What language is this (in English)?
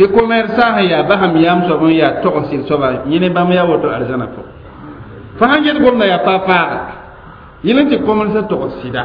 Mossi